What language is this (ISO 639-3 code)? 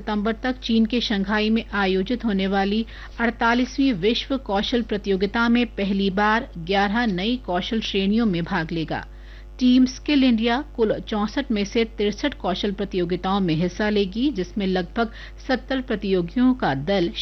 hin